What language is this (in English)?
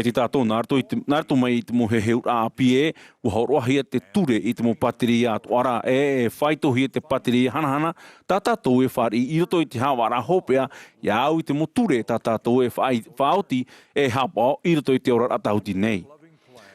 Tahitian